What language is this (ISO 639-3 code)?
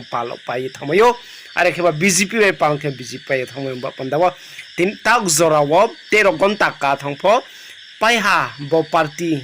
ria